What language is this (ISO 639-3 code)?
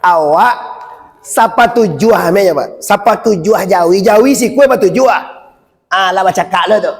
min